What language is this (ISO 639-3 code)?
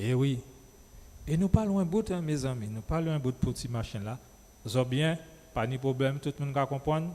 gcf